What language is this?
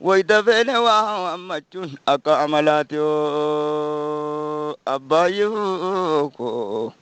Oromo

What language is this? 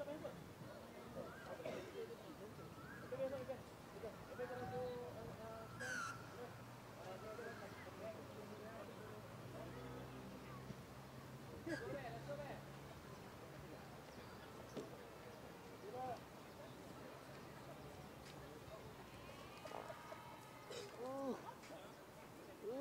Malay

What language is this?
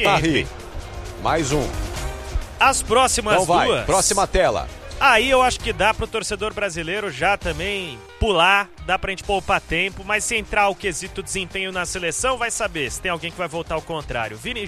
Portuguese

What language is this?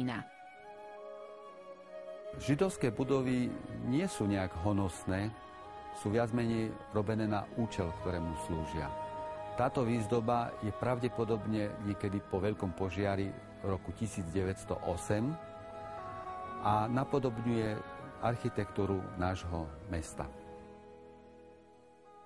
Slovak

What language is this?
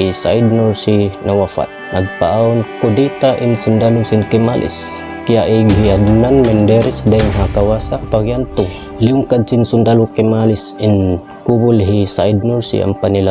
Tausug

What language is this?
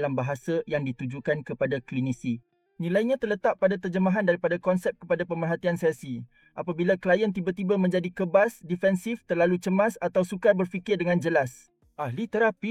Malay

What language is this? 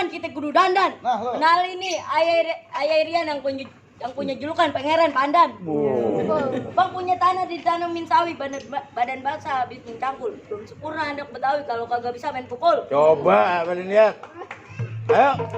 Betawi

